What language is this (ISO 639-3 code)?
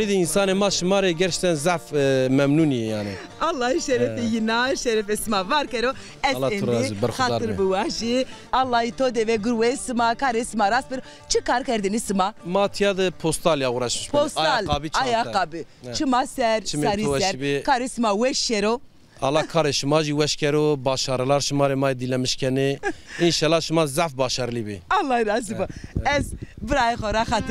zza